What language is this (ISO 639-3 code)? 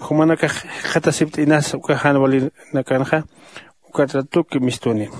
aym